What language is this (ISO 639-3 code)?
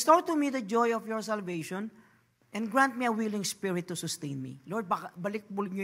fil